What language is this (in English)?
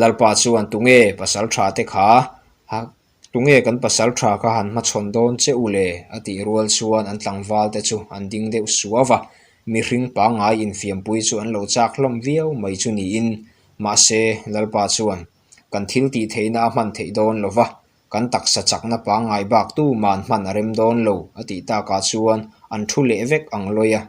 Mizo